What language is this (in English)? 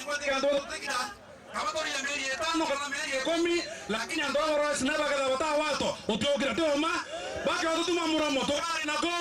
Meru